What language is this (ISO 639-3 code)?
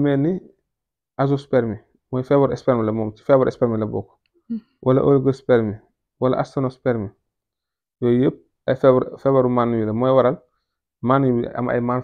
wol